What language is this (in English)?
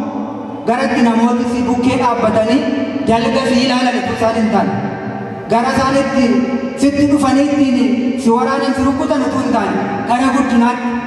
Oromo